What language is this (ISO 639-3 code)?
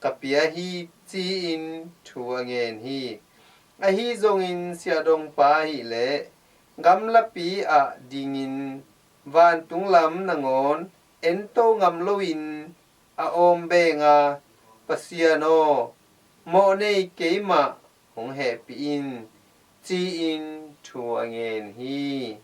ctd